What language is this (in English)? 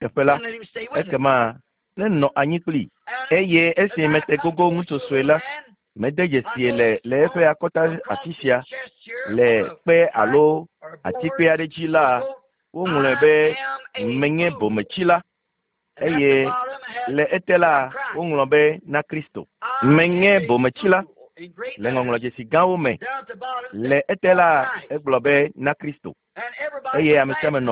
Ewe